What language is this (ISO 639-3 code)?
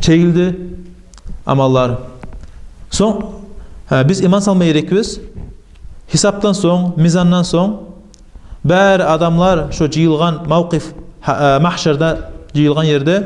kum